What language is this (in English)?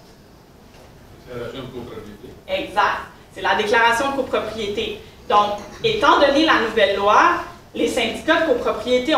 French